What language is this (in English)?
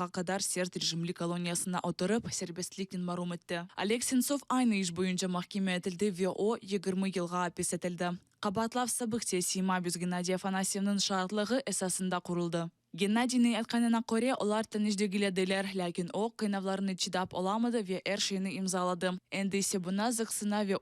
Crimean Tatar